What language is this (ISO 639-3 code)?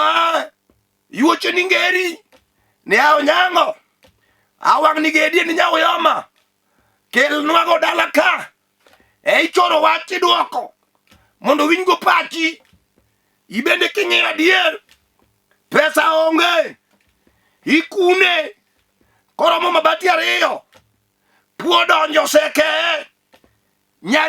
luo